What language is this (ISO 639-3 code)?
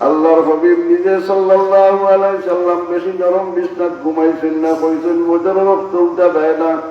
syl